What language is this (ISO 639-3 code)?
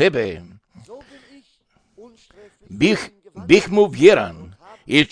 hrv